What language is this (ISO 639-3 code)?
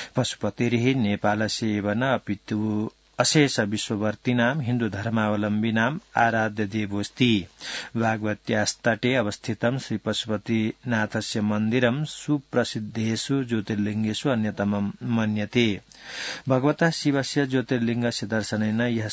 san